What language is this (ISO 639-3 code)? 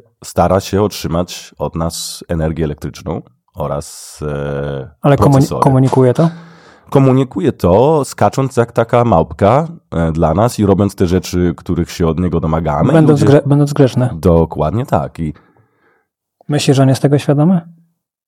pol